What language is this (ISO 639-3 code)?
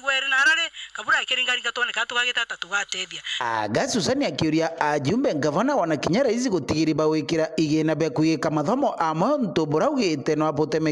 mer